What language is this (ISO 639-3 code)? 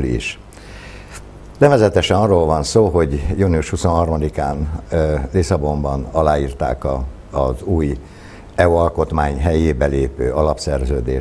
hun